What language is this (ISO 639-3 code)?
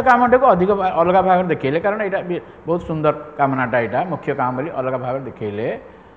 ori